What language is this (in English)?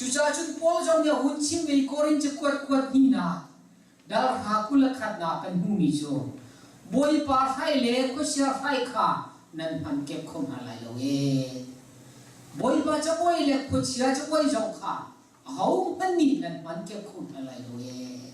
Hakha Chin